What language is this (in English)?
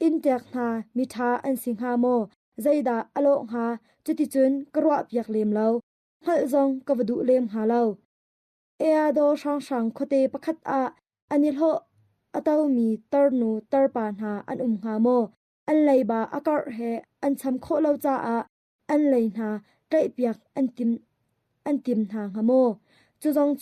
Hakha Chin